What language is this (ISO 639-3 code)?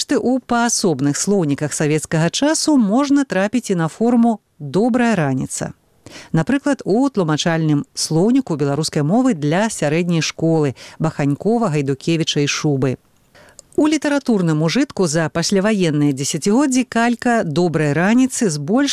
bel